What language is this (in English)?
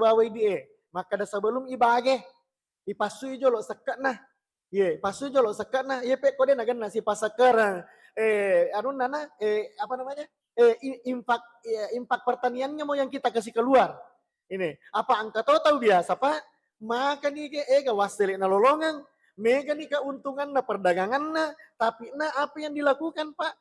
Buginese